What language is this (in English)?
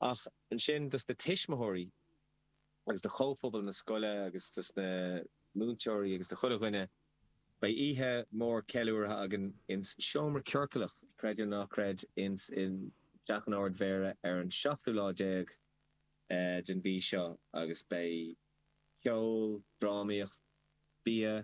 Irish